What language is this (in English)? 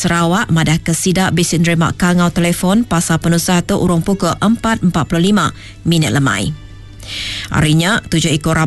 Iban